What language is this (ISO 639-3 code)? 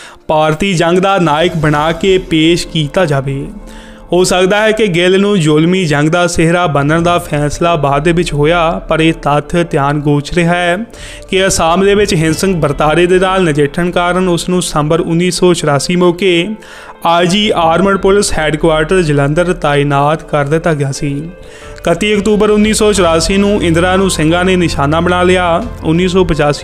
pan